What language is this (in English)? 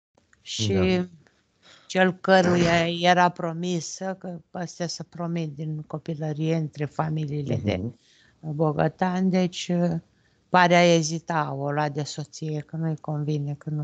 Romanian